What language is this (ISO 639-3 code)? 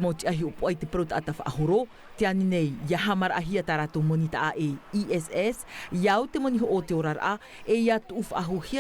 tah